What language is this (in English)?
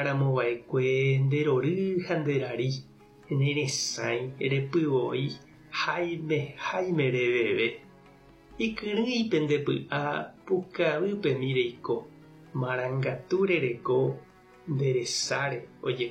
Guarani